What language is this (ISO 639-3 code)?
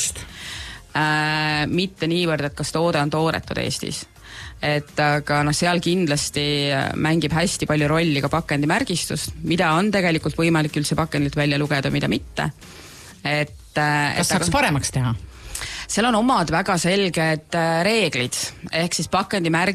est